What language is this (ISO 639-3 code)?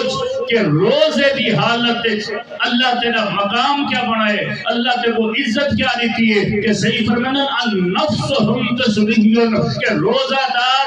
skr